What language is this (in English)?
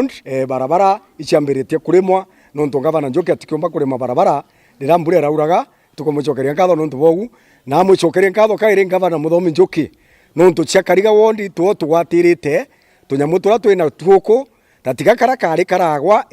Meru